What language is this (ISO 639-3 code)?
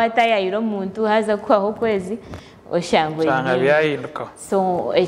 nyn